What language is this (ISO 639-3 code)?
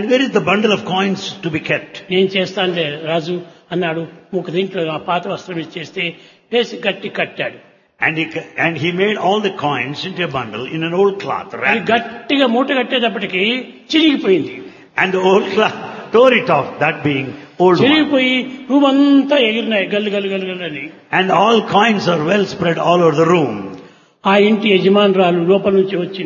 tel